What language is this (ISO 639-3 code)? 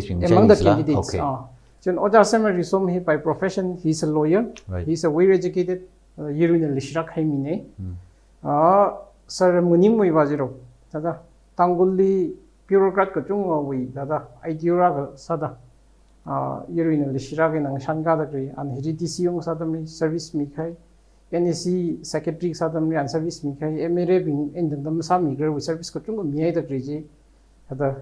nmf